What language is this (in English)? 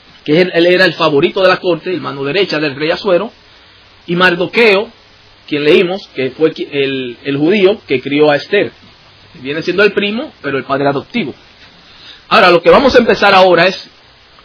Spanish